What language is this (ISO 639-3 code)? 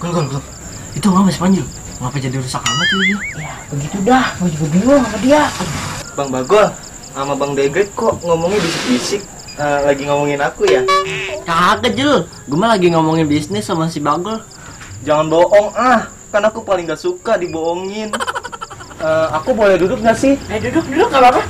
bew